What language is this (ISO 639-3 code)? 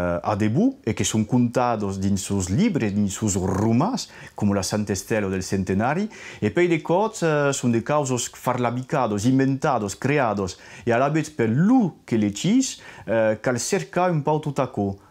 oci